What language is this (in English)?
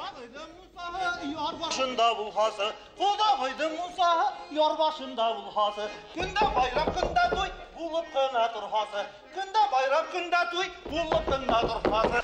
Bashkir